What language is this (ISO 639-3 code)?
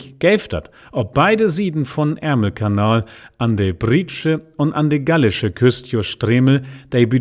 nds